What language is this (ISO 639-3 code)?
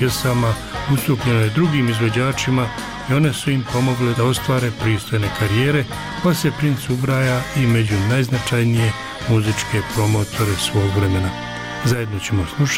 bos